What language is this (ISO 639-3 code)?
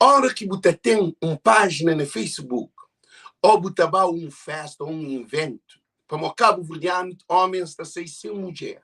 kea